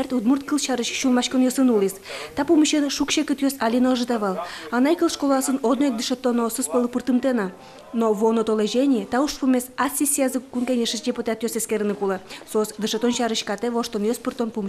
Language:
Udmurt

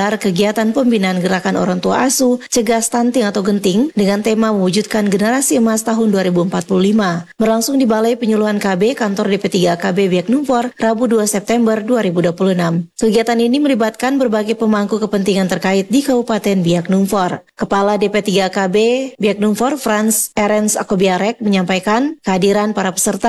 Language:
Indonesian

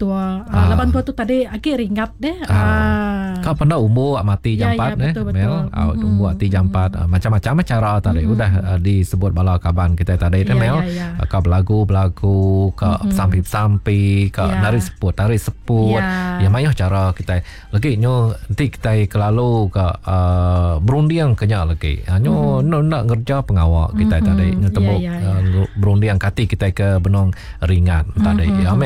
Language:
Iban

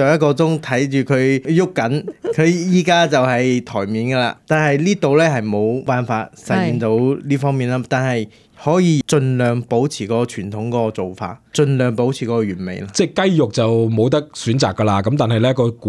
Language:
Cantonese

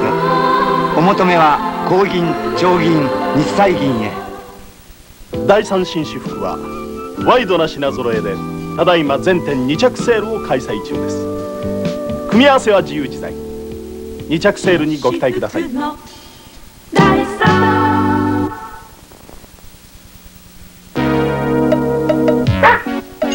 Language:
Japanese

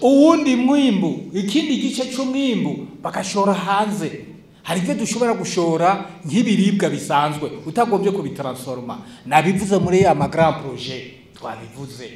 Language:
Rundi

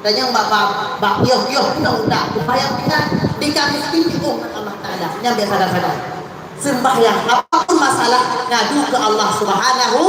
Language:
Achinese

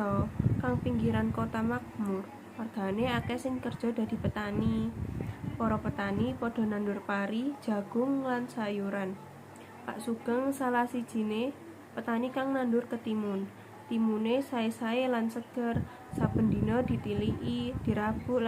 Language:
Javanese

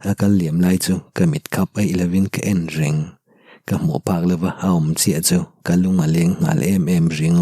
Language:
Mizo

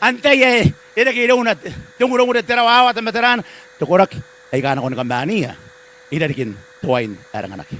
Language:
Gilbertese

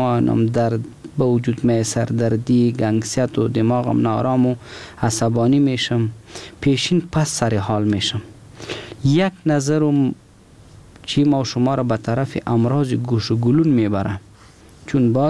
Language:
Persian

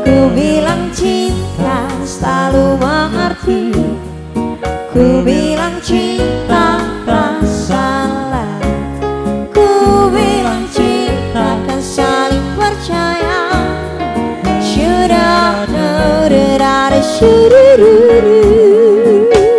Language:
Indonesian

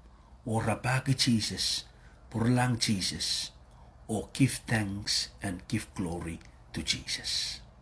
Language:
Pohnpeian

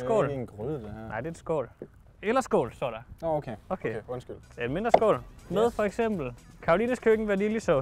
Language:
Danish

